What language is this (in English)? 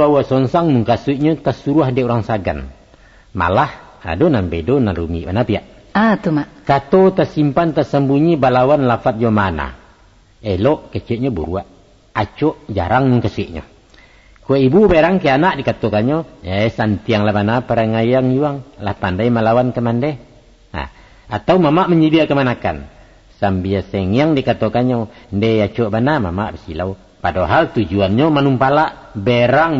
Minangkabau